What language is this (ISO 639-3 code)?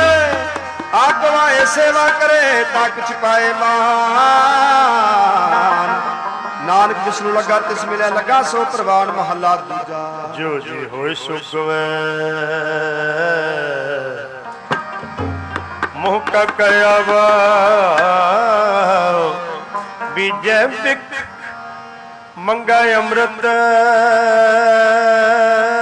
pan